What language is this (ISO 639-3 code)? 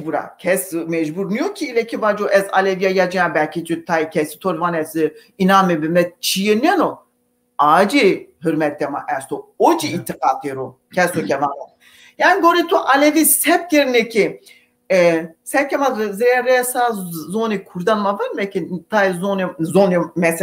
zza